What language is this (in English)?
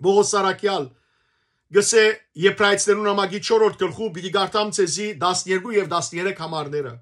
Western Armenian